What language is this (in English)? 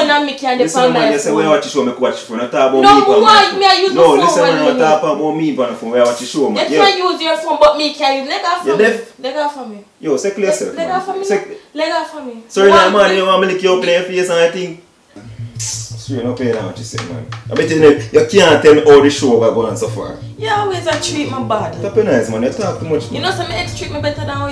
Jamaican Creole English